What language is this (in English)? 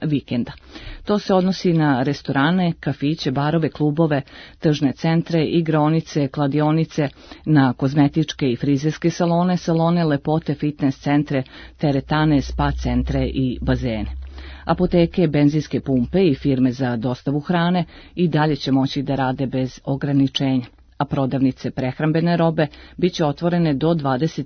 Serbian